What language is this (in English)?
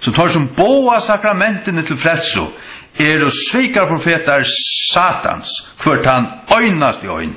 Faroese